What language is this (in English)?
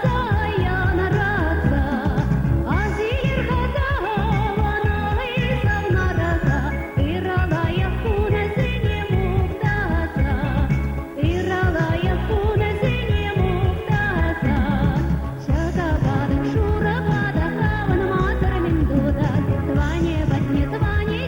Chuvash